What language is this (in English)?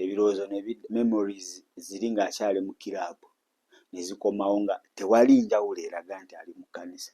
Ganda